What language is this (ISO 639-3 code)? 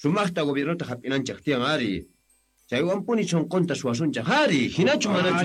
quh